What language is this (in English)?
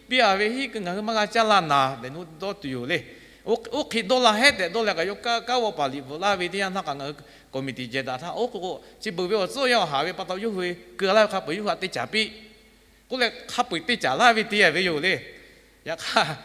Lahu